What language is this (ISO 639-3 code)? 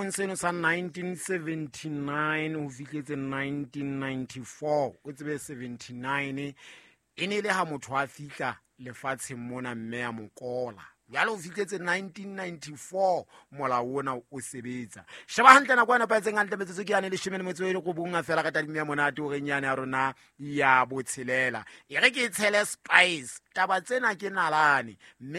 sot